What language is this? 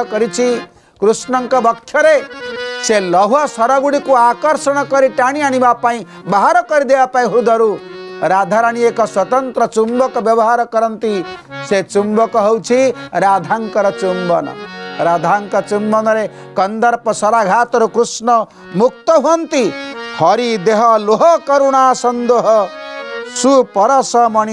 Odia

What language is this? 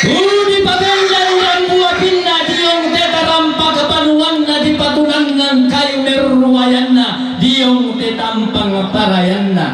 Toraja-Sa'dan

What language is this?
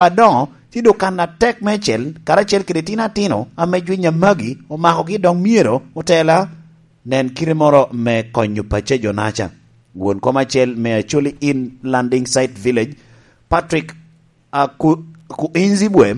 Lango (Uganda)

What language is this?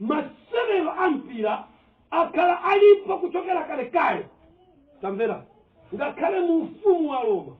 Nyanja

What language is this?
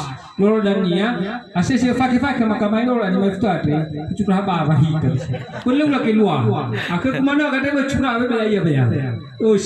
Nias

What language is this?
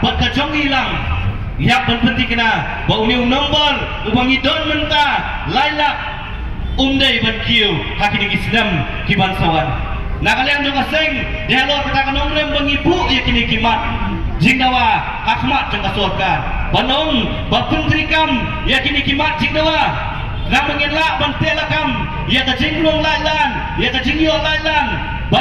Khasi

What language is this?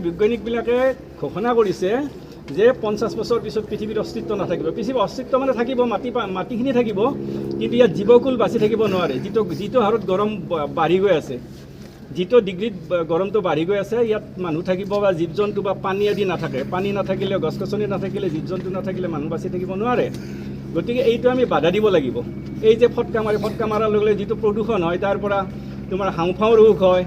Assamese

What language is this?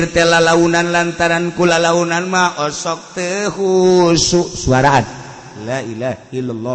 Sundanese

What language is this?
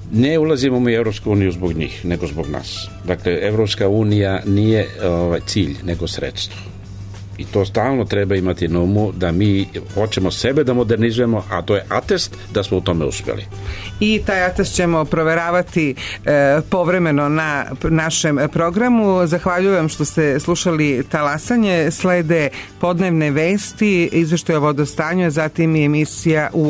Serbian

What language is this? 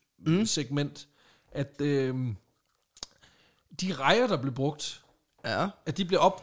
Danish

